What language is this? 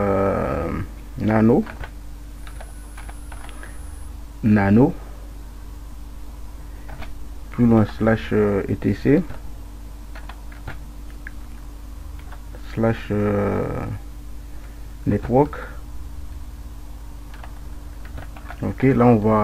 French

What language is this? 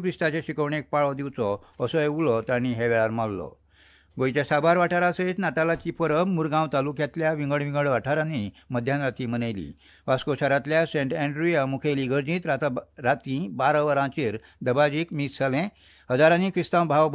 Konkani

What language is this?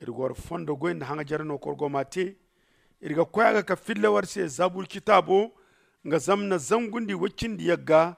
Zarma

